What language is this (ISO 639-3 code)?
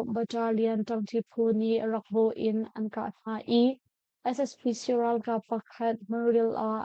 cnh